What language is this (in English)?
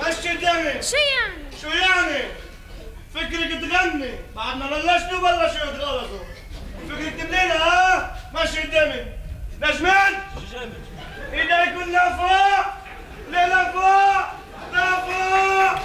North Levantine Arabic